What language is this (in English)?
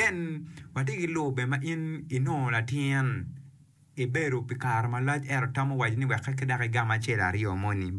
Acoli